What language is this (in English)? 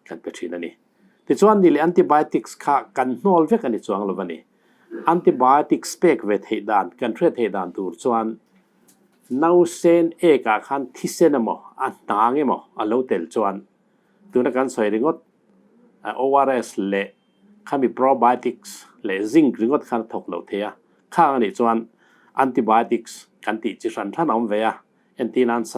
Mizo